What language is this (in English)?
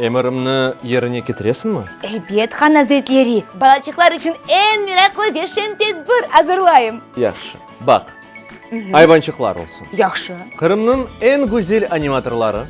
Crimean Tatar